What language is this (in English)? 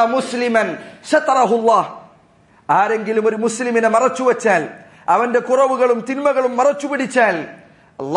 Malayalam